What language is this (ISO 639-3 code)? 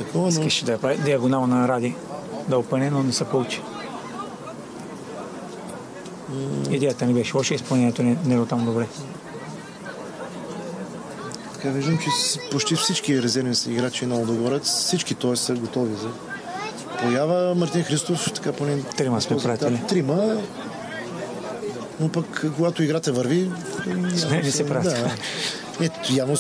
bul